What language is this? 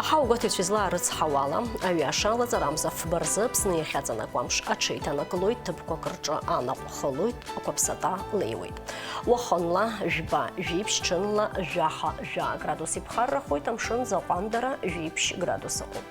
Abkhazian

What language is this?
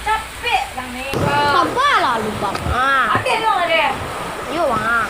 Minangkabau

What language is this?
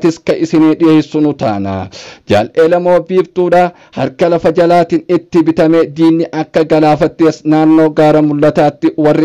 Oromo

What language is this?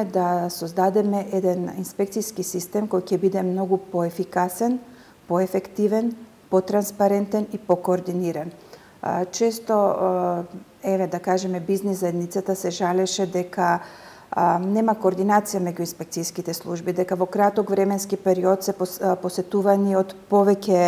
Macedonian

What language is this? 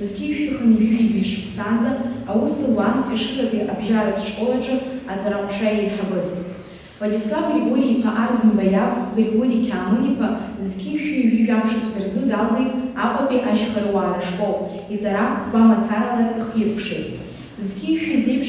Abkhazian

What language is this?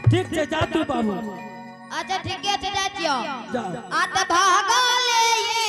Angika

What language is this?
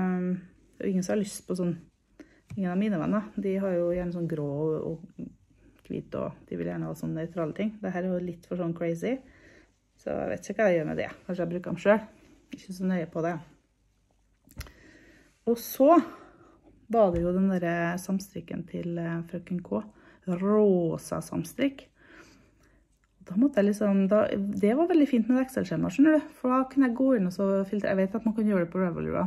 Norwegian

